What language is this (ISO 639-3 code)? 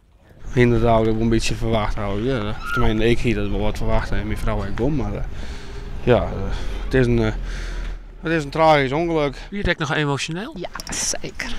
fry